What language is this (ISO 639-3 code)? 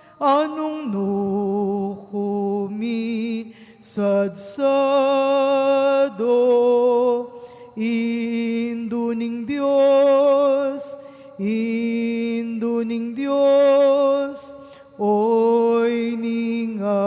pam